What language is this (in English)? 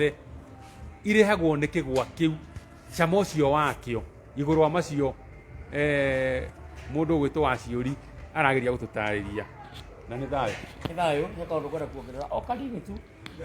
Kikuyu